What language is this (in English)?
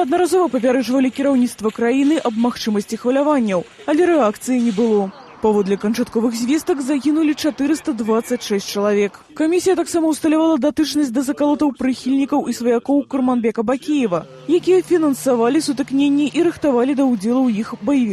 Belarusian